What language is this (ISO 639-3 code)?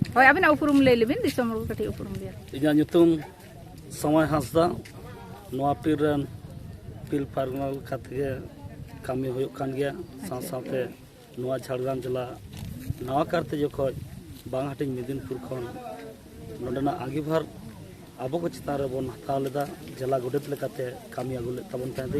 sat